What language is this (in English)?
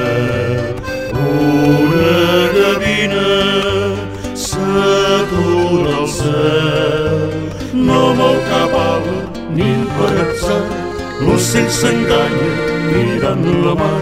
Catalan